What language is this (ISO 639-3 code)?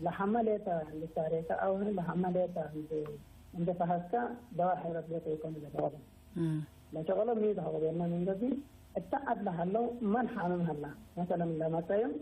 tig